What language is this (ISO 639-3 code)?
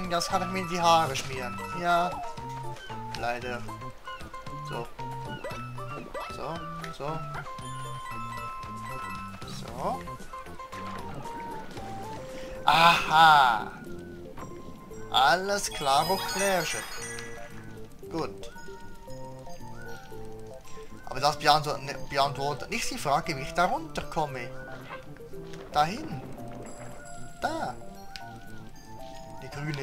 deu